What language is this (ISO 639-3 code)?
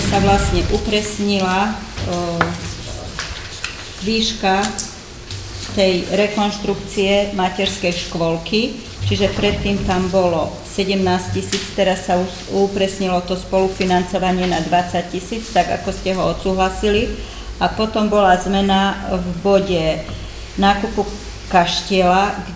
slk